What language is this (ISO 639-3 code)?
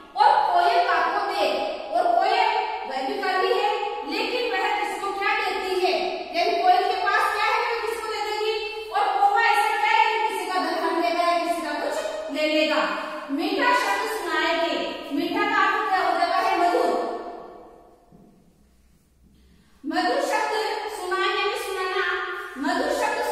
hin